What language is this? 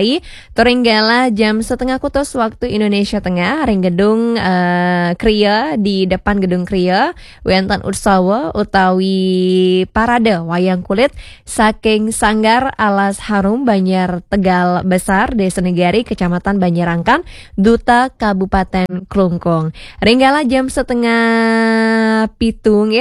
Balinese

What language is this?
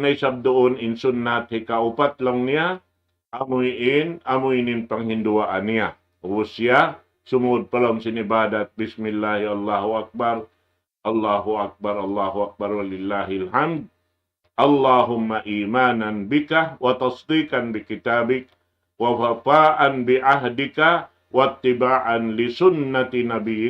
Tausug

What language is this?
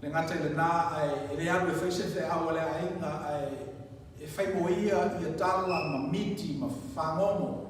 Samoan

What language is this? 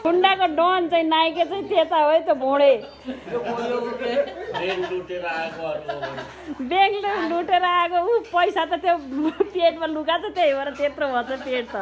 Nepali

